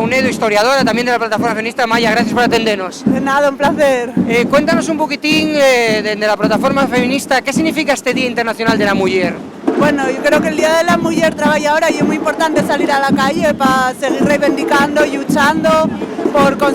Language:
Asturian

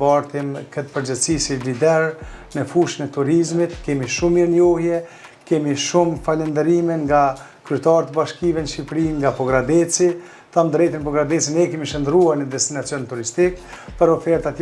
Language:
Albanian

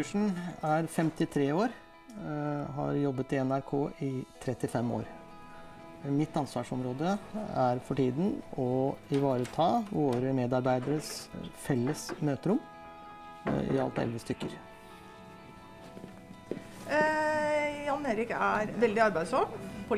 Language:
Norwegian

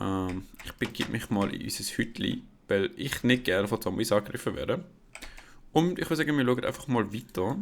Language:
Swiss German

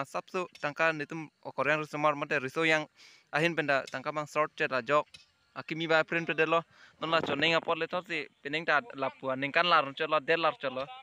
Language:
Karbi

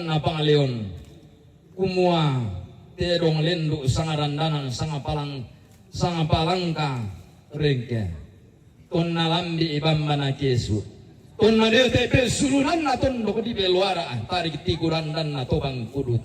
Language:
Toraja-Sa'dan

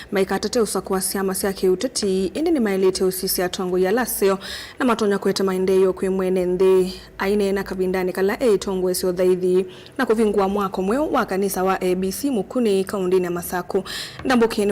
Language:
Kamba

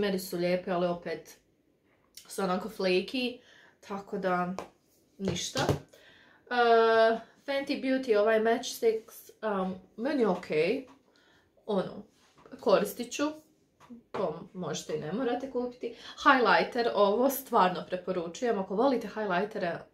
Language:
Croatian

